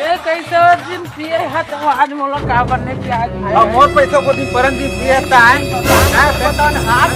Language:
Chhattisgarhi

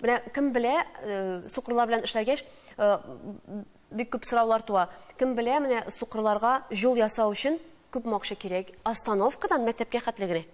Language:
Tatar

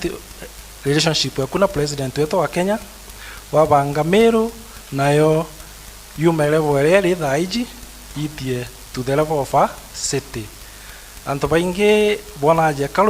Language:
Meru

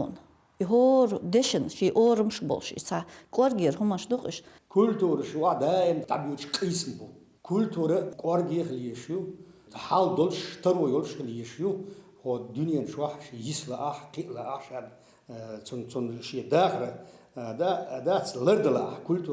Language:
Chechen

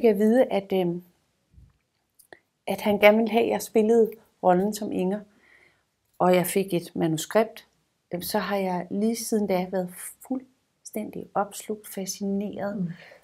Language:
Danish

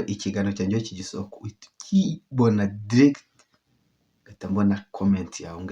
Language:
Kinyarwanda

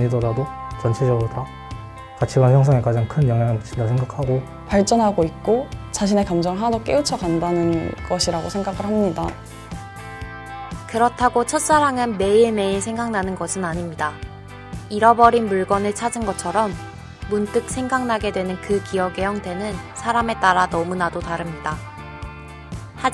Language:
Korean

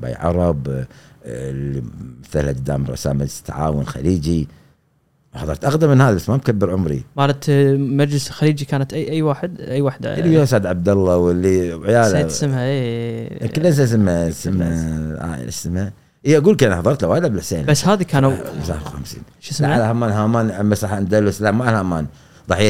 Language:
Gulf Arabic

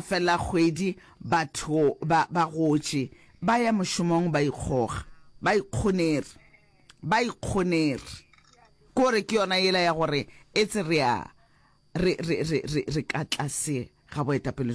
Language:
Northern Sotho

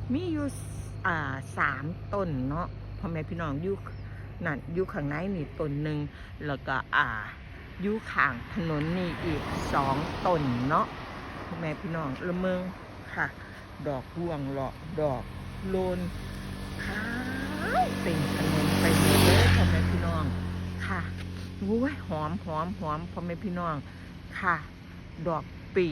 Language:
Northeastern Thai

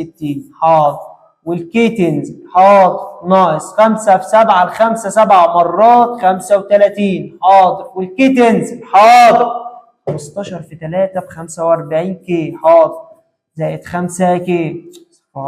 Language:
Egyptian Arabic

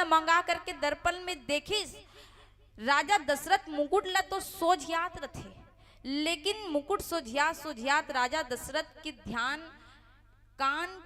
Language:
Chhattisgarhi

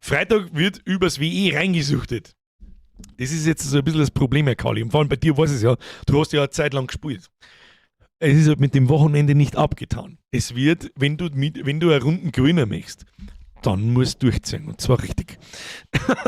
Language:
Bavarian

